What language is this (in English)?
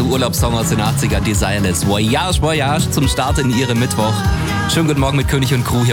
German